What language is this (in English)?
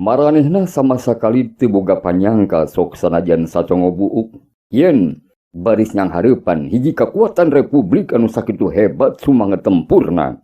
Sundanese